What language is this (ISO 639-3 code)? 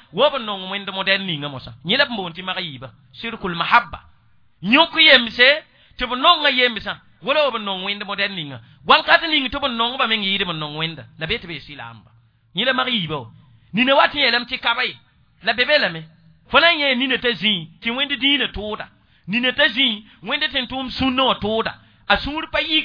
mos